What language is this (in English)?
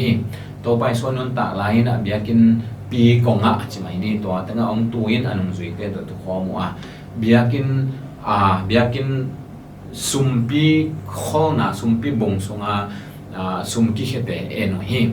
Tedim Chin